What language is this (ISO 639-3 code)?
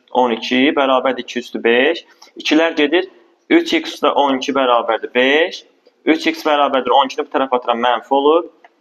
aze